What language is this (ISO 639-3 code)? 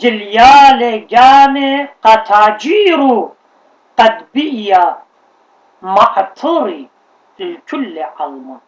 aii